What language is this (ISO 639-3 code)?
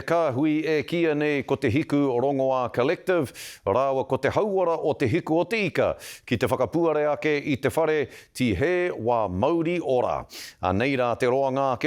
mri